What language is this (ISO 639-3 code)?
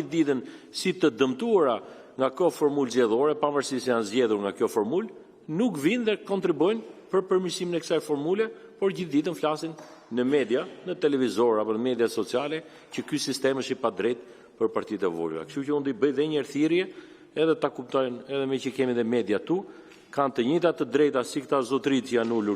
sqi